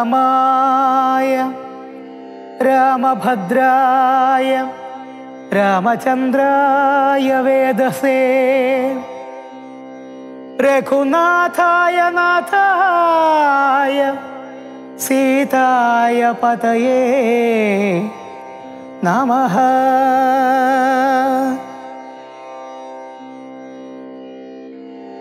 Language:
Malayalam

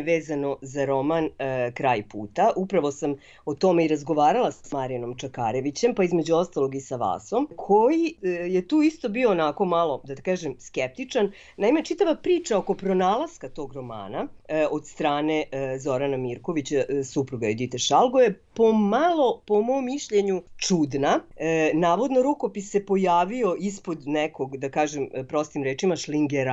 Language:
Serbian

